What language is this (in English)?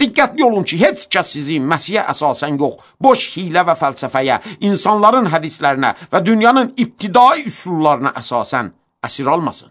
Azerbaijani